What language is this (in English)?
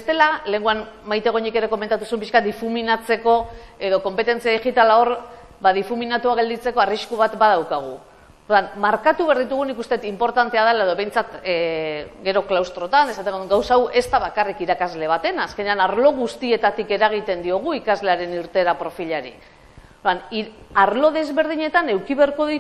Basque